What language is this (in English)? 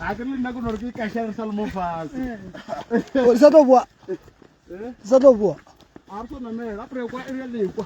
Northern Sotho